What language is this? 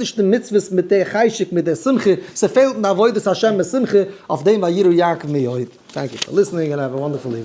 Yiddish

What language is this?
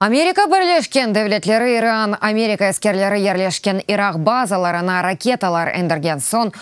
Crimean Tatar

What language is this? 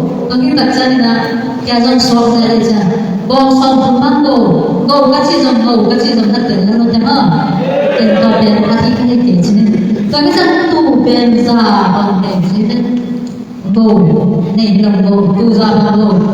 Tedim Chin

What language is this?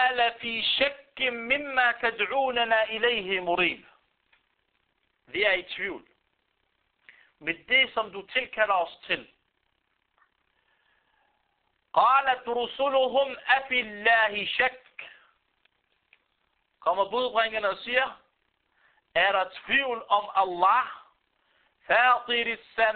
Danish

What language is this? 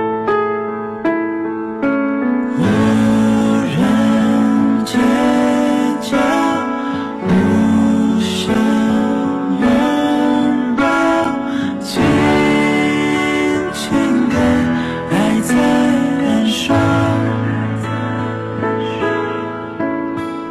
Chinese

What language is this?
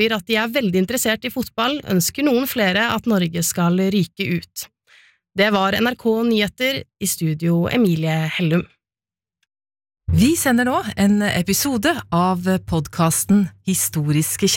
Norwegian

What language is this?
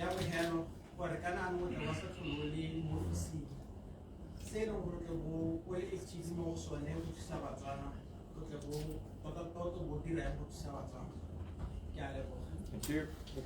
Tswana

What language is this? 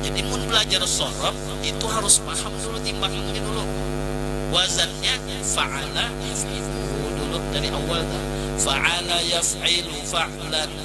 Banjar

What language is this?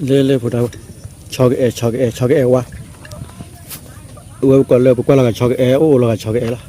S'gaw Karen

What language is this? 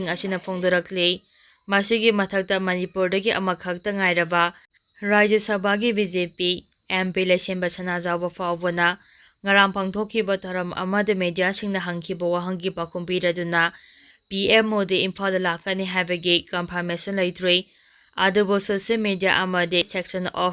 Manipuri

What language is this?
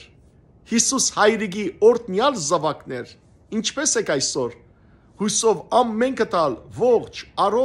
Western Armenian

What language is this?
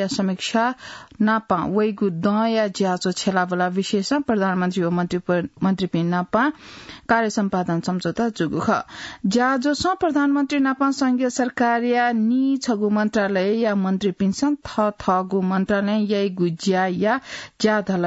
Newari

